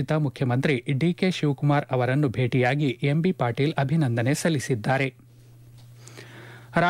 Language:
Kannada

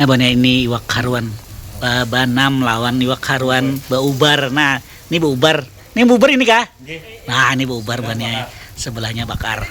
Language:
Banjar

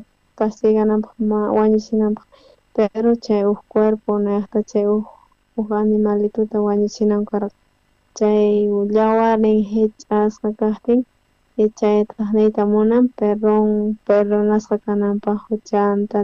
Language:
South Bolivian Quechua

